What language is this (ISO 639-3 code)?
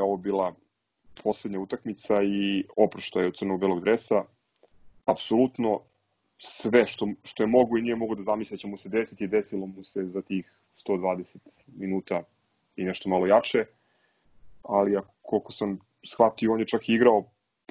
srp